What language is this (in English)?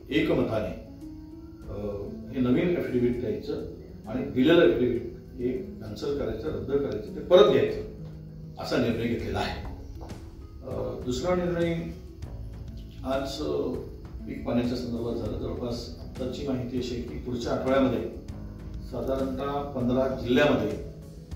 Marathi